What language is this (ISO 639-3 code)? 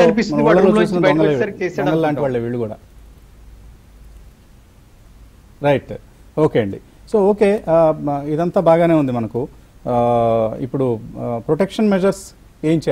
tel